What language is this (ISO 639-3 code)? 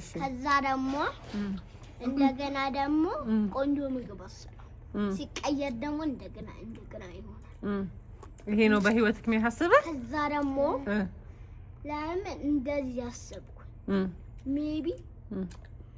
amh